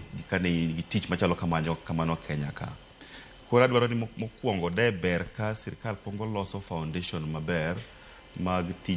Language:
Luo (Kenya and Tanzania)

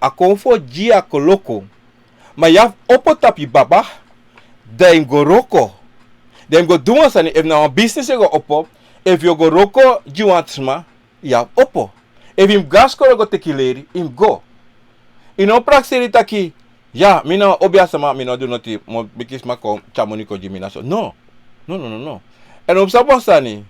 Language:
Sranan Tongo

